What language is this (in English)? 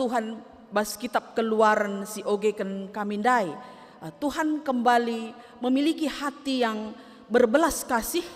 Batak Karo